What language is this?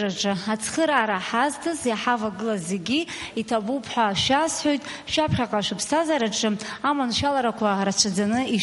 Abkhazian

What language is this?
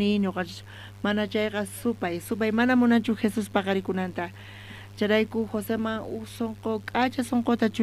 South Bolivian Quechua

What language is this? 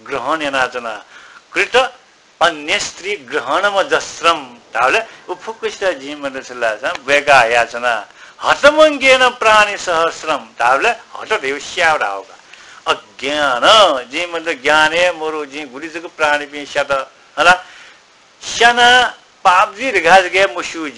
Newari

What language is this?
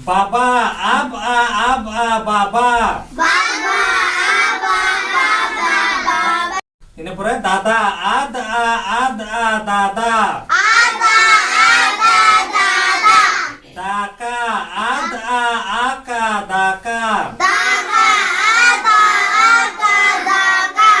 Santali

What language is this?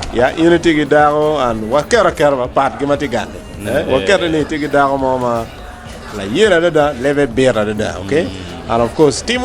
Acoli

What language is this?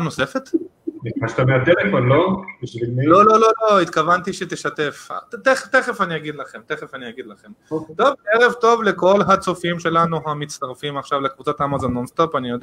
Hebrew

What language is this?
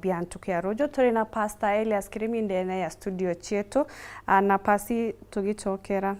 Meru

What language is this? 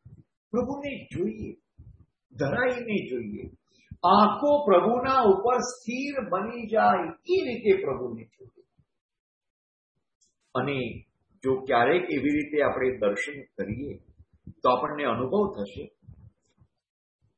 Gujarati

